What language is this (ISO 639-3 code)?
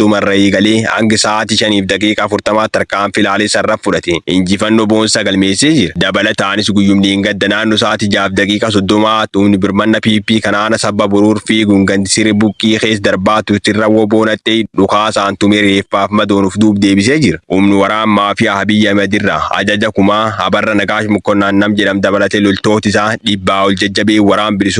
orm